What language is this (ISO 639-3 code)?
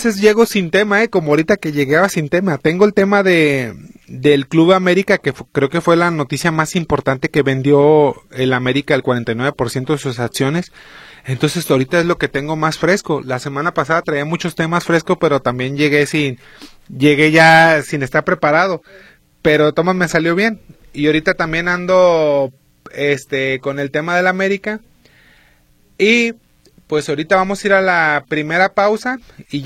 spa